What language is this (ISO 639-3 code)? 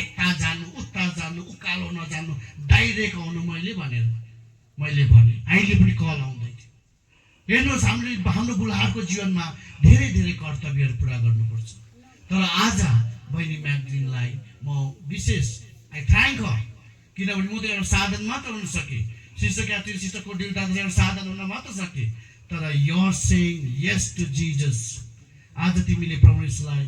nep